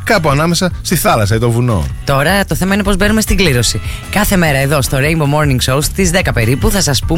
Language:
Greek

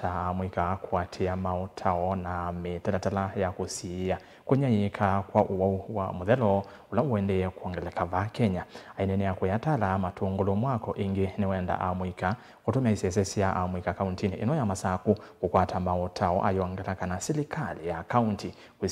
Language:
Kamba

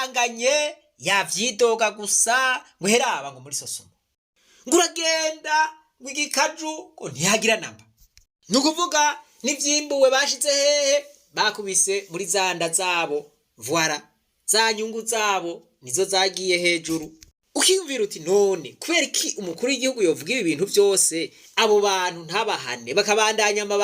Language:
Rundi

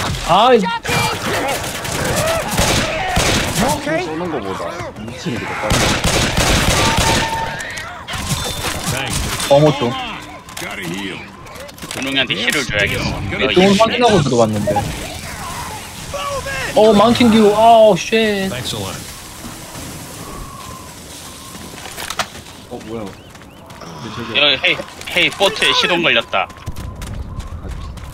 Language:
Korean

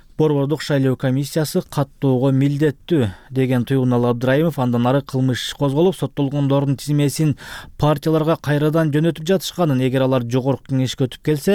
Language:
Kyrgyz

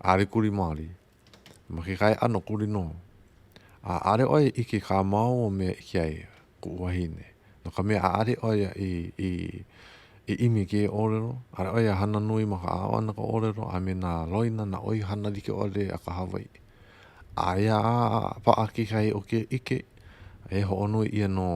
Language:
Hawaiian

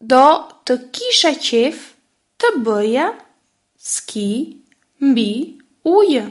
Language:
Albanian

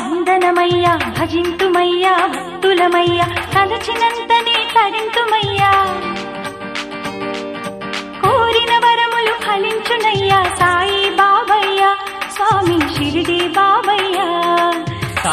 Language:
Telugu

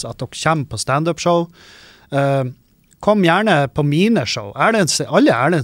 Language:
Norwegian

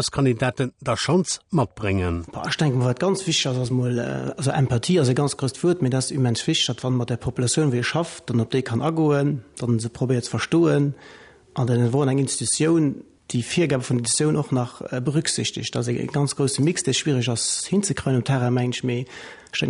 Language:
Luxembourgish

